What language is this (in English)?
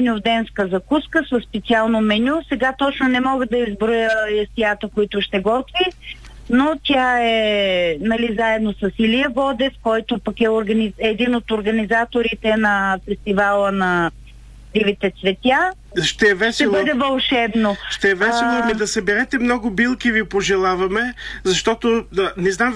Bulgarian